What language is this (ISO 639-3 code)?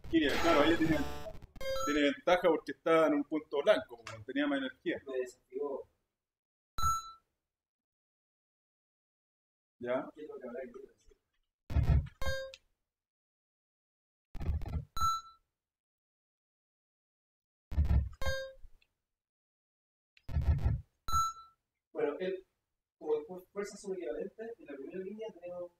spa